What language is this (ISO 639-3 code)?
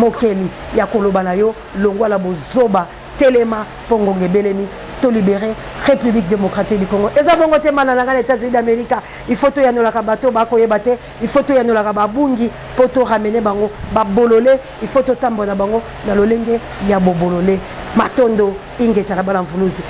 lin